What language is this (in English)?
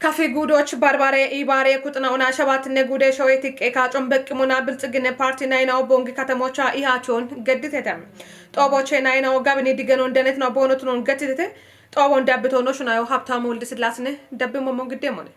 Kafa